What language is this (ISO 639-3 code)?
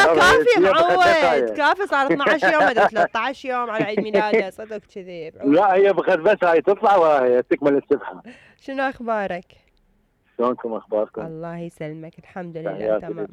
acm